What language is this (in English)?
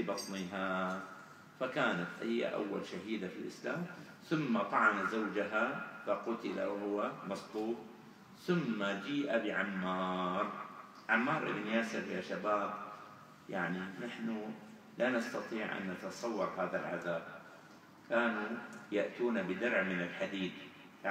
Arabic